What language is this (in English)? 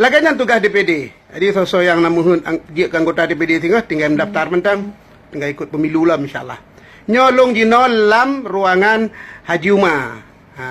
Achinese